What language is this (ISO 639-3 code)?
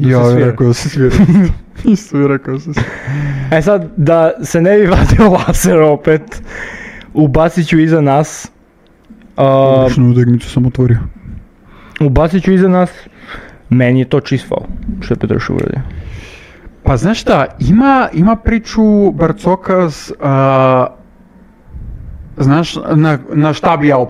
srp